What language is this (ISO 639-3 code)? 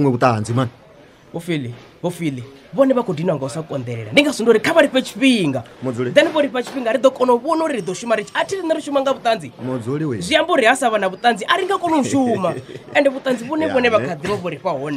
ven